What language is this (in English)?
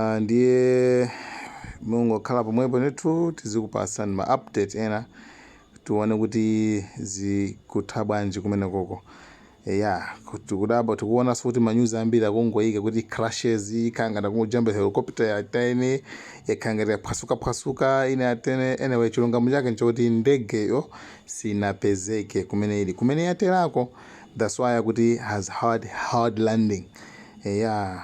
Nyanja